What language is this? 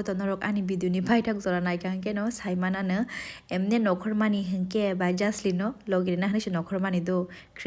Kok Borok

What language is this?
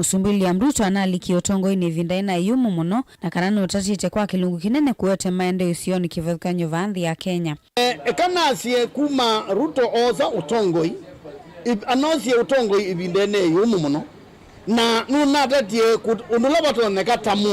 Kamba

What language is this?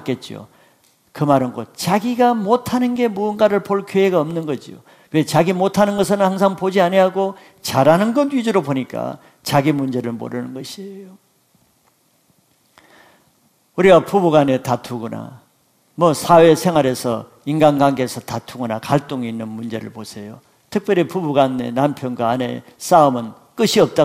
Korean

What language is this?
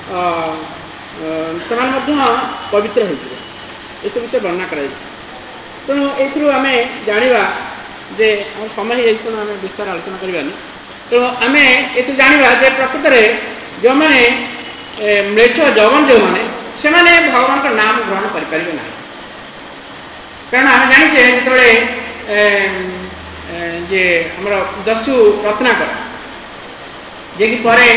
Odia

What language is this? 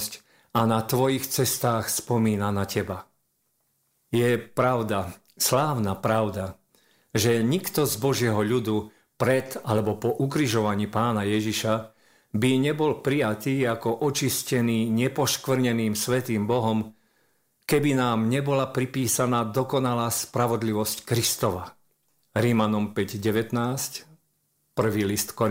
Slovak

